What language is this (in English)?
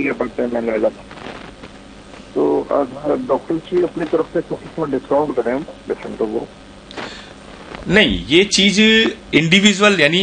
Hindi